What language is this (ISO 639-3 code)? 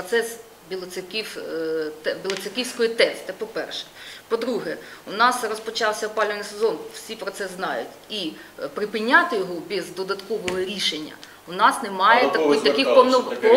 ukr